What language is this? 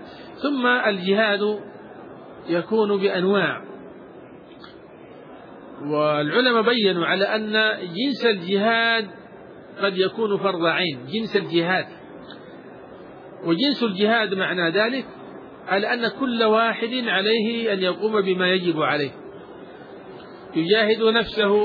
Arabic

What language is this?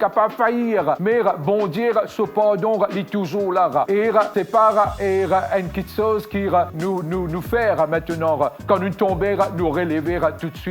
Morisyen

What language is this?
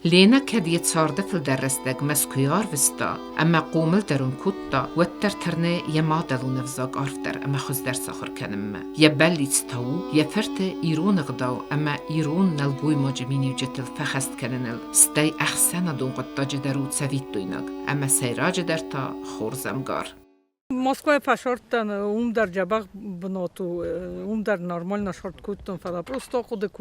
Ossetic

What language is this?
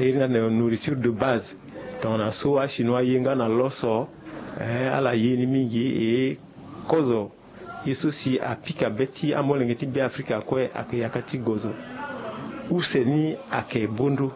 Sango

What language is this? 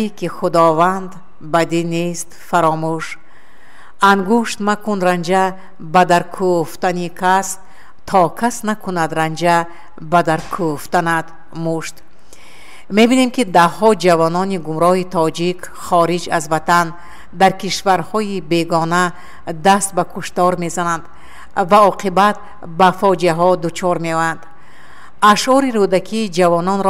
Tajik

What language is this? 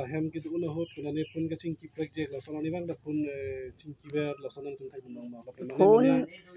Karbi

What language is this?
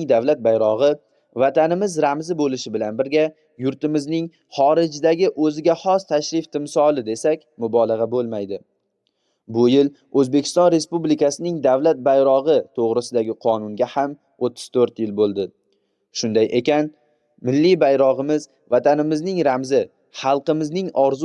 Uzbek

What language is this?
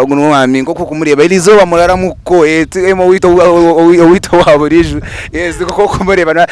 Nyankole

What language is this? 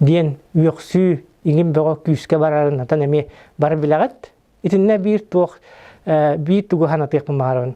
Yakut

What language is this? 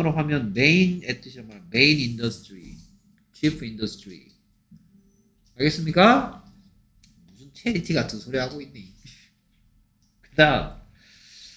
Korean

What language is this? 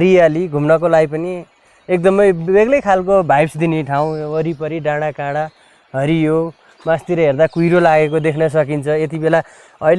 Nepali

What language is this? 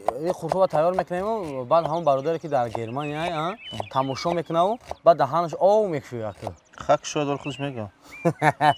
Tajik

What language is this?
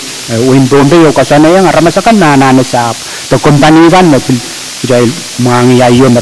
Pohnpeian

